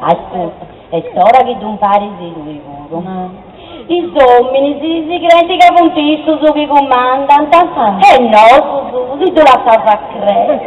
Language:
Sardinian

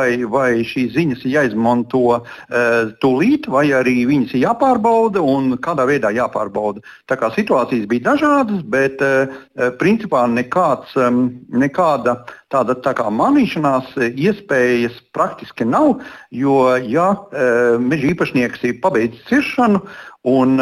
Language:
Latvian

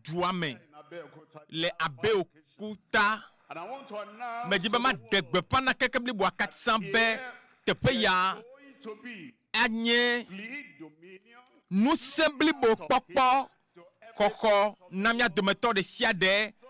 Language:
Ewe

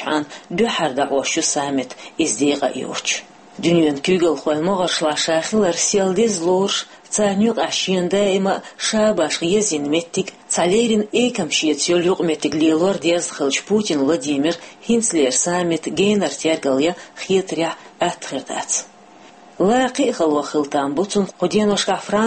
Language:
Chechen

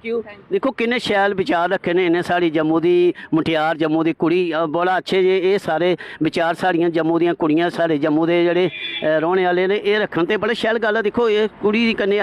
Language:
Dogri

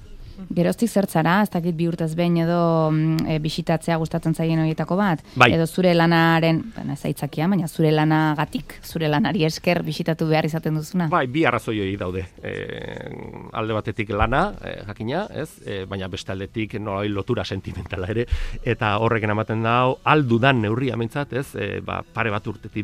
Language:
Basque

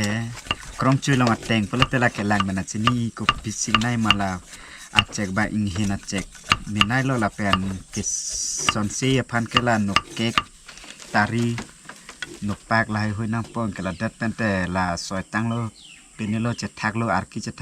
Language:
Karbi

